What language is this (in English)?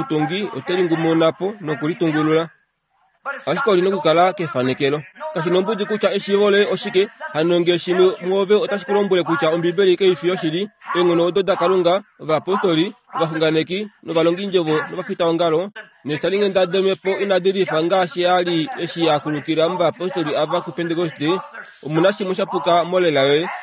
Kuanyama